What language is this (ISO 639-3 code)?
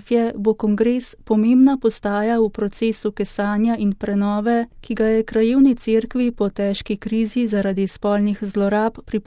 slv